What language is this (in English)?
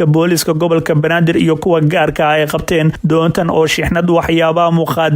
Somali